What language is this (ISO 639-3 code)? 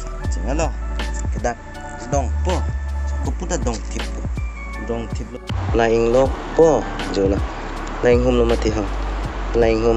mjw